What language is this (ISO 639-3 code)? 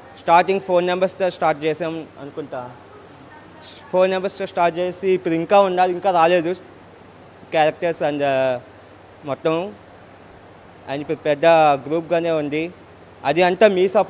tel